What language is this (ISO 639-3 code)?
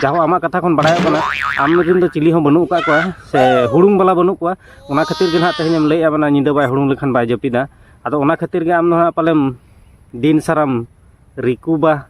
sat